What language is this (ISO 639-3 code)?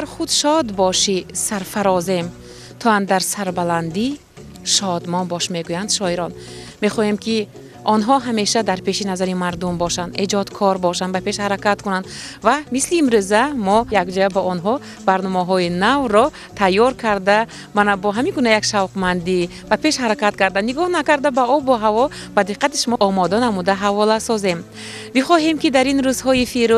tgk